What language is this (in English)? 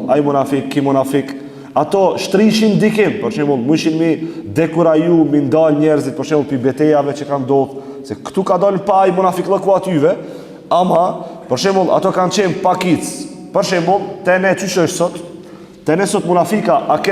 Albanian